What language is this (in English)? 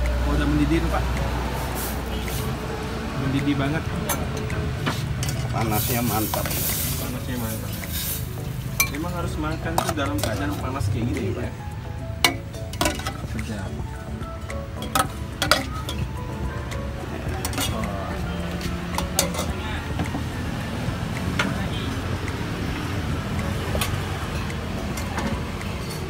Indonesian